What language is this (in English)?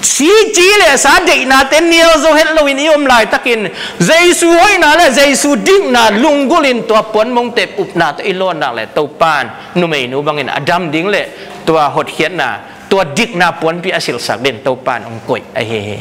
Tedim Chin